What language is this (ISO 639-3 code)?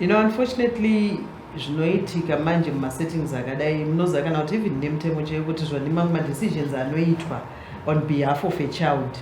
sna